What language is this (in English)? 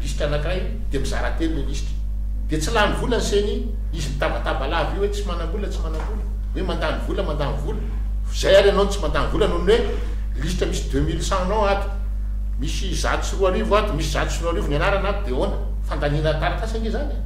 Malagasy